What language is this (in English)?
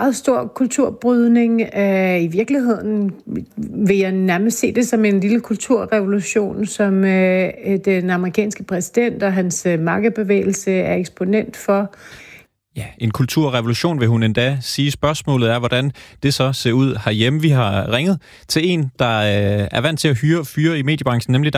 Danish